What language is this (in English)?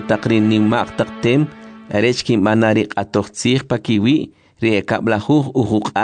Kʼicheʼ